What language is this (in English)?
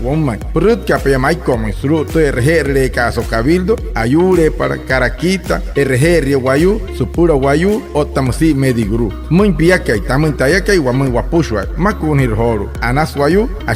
Wayuu